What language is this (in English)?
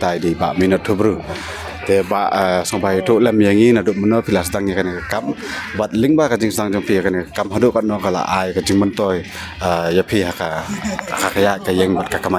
Khasi